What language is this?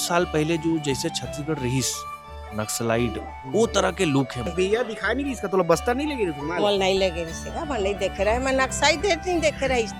Chhattisgarhi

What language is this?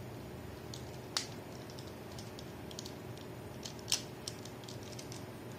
Indonesian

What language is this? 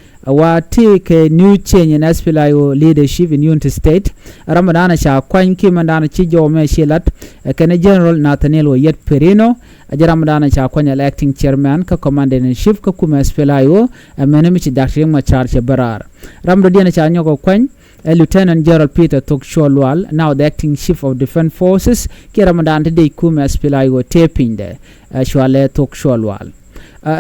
Nuer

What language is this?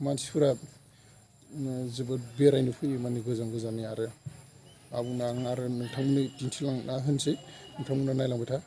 Bodo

